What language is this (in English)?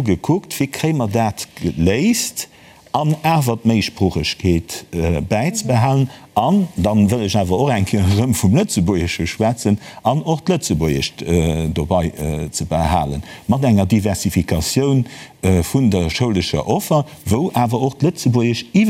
Luxembourgish